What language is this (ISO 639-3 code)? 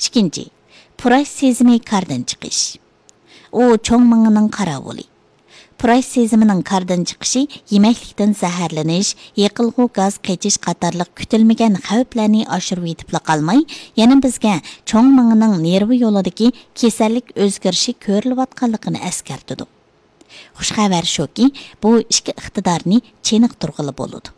uig